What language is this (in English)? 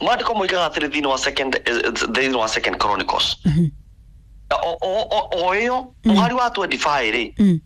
Kikuyu